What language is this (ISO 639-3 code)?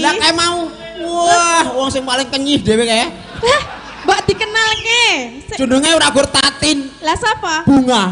jav